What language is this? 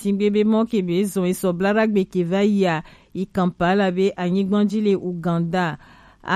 Gen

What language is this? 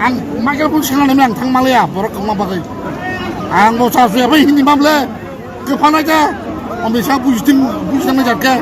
Kok Borok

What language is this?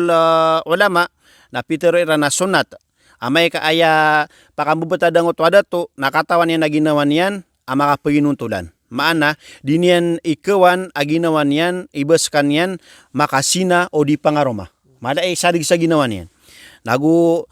Maranao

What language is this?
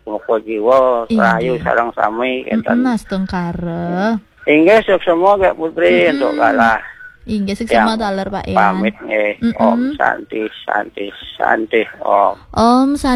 Balinese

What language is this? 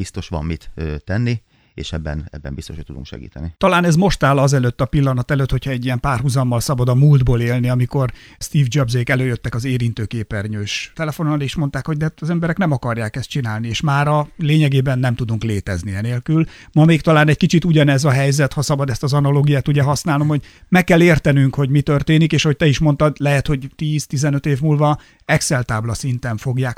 Hungarian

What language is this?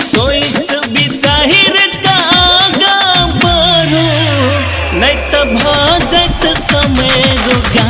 Maithili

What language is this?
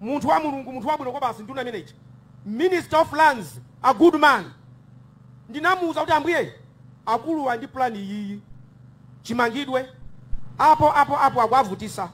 Nyanja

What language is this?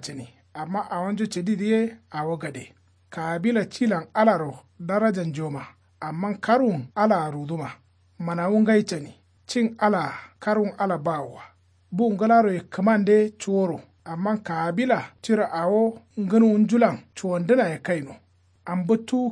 Kanuri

